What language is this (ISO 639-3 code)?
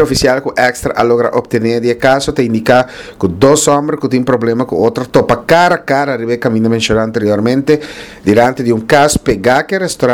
pap